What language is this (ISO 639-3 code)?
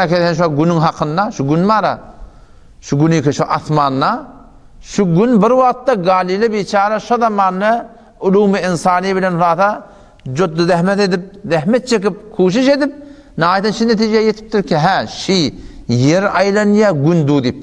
tuk